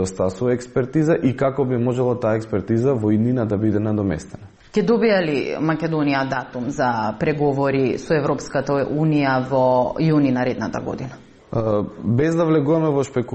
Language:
Macedonian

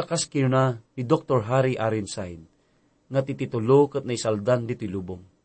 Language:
Iloko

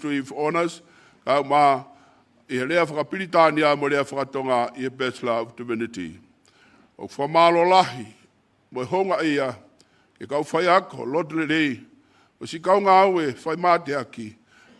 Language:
Tongan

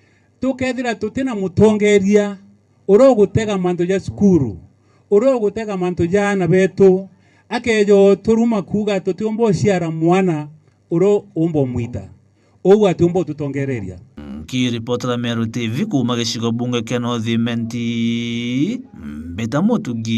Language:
Meru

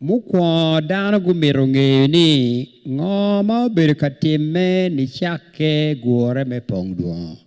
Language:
Acoli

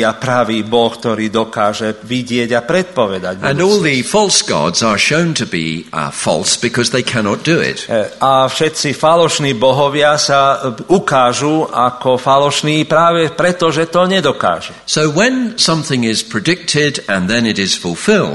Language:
Slovak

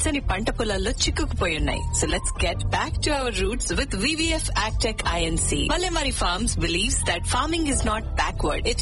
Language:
Telugu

